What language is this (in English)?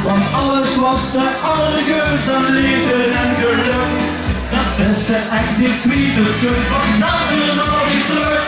Limburgish